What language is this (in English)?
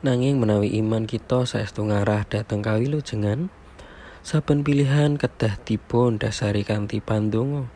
Javanese